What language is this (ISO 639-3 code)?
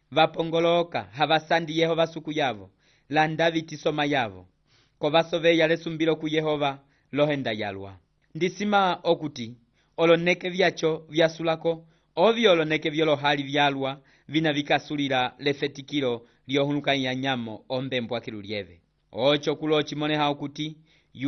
umb